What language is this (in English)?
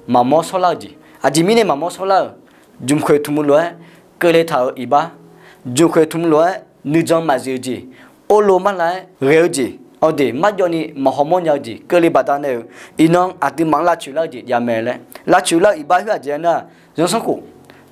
Akha